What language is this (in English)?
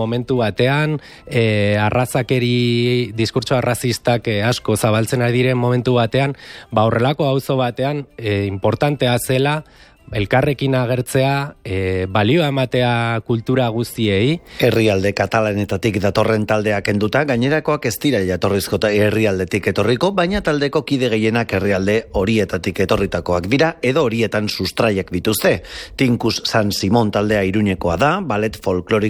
Basque